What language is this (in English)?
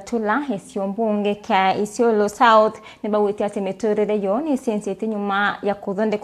Meru